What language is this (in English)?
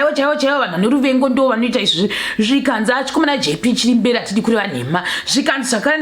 Shona